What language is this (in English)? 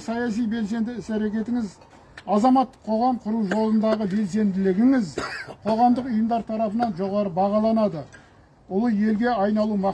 Kazakh